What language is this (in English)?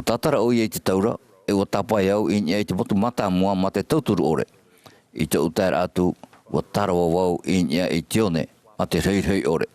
Tahitian